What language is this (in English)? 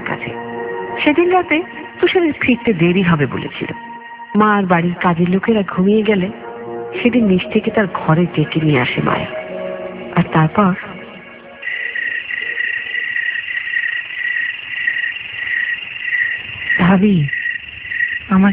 Bangla